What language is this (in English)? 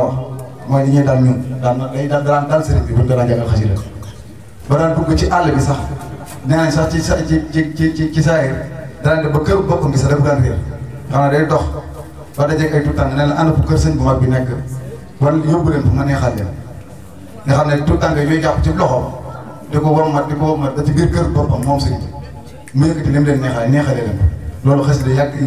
Wolof